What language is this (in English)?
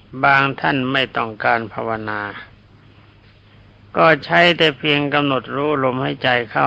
Thai